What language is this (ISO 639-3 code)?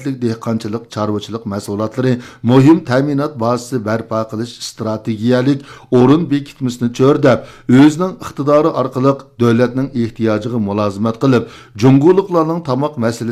uig